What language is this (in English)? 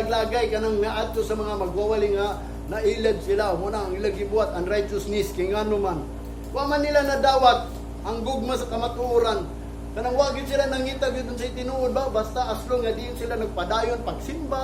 Cebuano